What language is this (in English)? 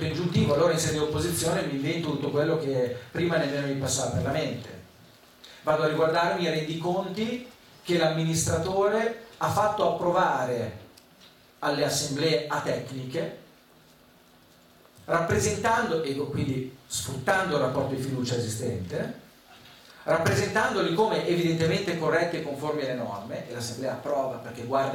Italian